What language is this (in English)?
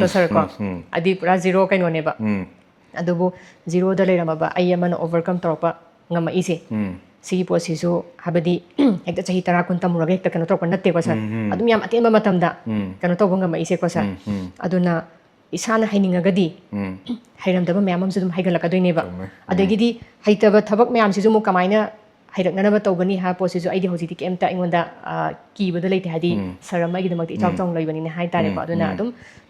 Manipuri